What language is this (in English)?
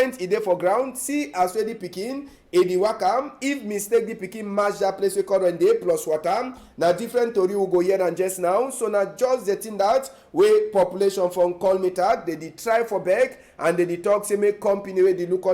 Cameroon Pidgin